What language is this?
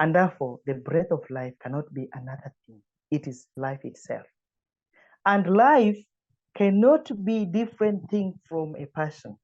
English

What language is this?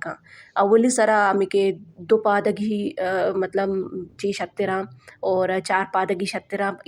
Baluchi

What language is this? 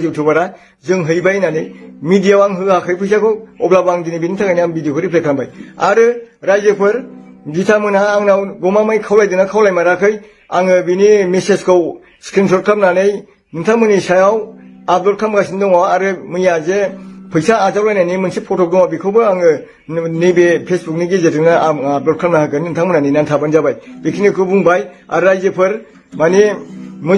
Bodo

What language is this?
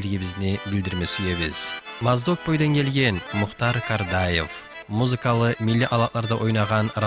Kumyk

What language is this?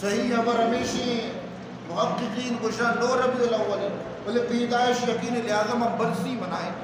Eastern Balochi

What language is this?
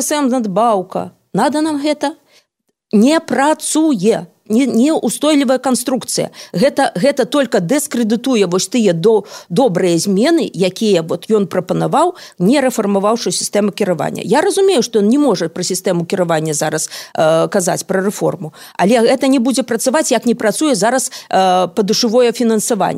Belarusian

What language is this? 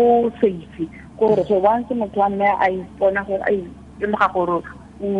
Tswana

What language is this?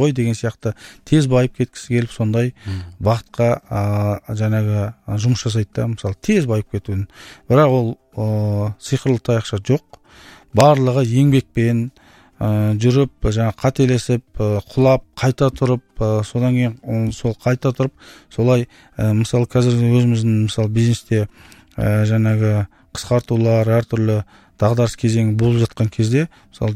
Kazakh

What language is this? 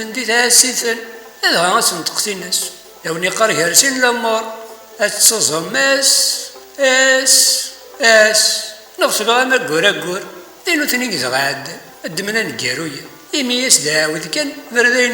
Kabyle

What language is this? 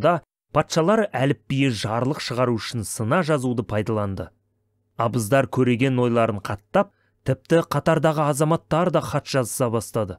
Kazakh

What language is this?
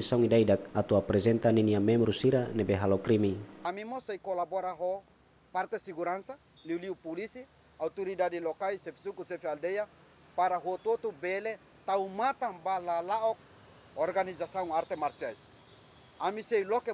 Tetum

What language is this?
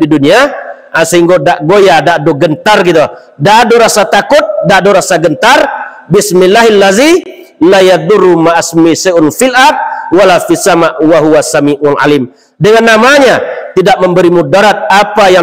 Minangkabau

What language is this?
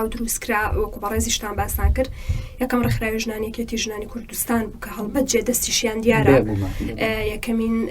Central Kurdish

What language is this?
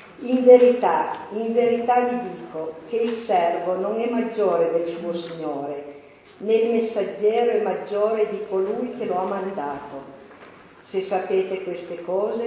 Italian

